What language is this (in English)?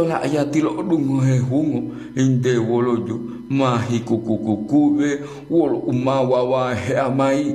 Gorontalo